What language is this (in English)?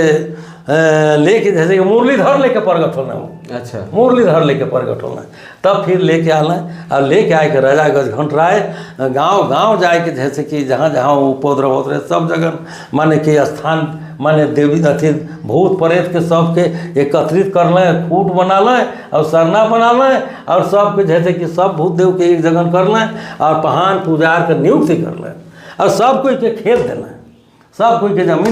Sadri